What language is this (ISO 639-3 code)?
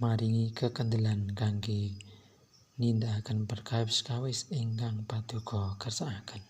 jav